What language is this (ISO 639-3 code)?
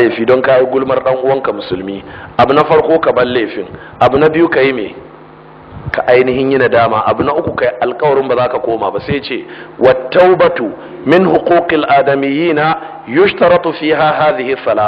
hau